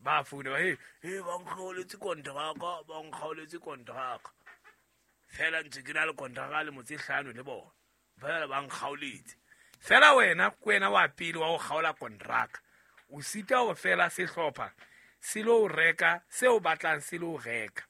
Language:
Southern Sotho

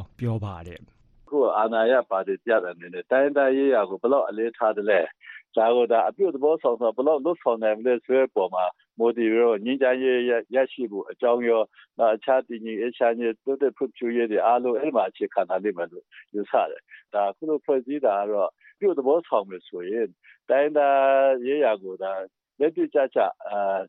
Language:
Burmese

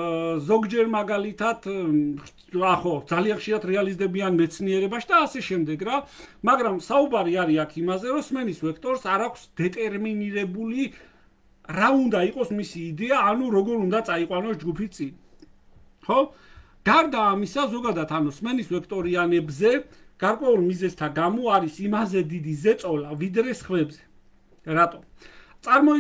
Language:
Georgian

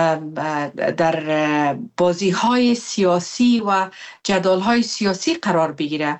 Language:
Persian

